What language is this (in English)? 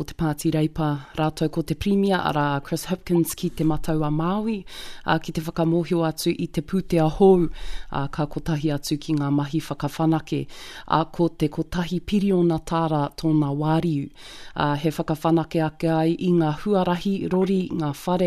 Māori